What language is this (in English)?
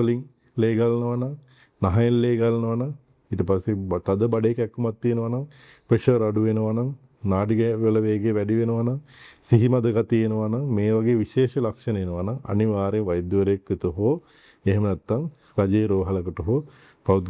Sinhala